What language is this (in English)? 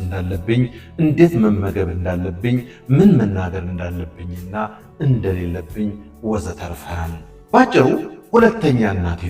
Amharic